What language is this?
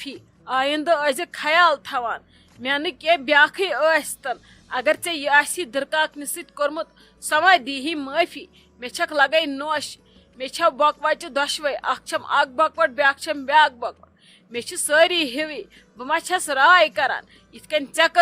Kashmiri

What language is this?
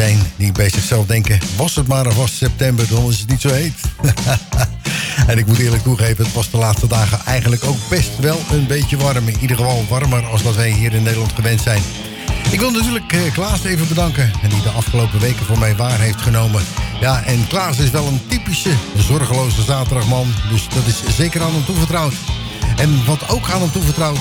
Dutch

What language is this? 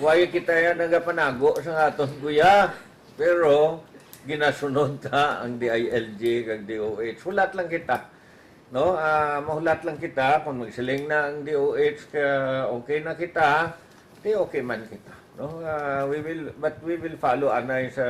Hiligaynon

